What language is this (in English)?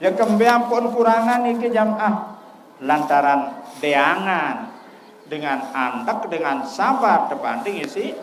Sasak